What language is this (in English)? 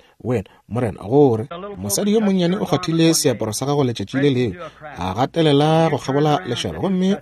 Northern Sotho